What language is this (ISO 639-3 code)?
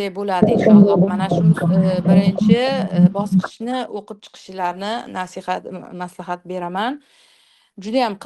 uzb